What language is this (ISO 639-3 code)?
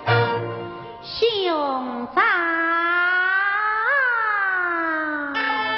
zho